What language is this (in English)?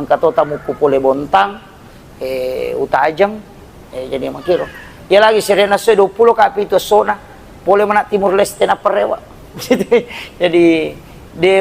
Buginese